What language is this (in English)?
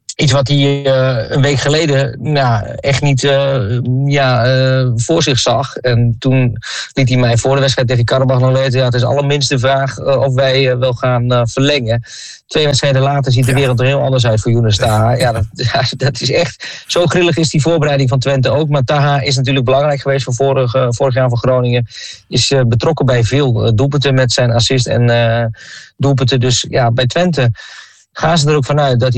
Dutch